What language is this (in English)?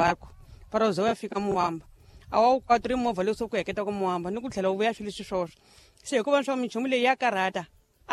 Tsonga